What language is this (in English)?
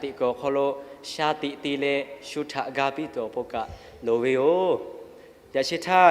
Lahu